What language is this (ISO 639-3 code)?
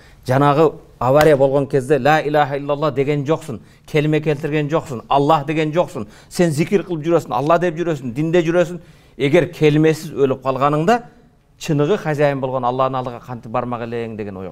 kir